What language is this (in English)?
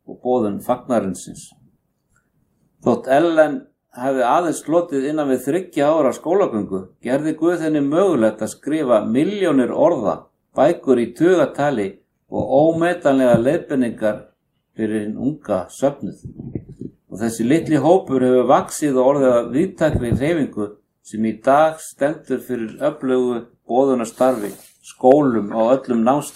Icelandic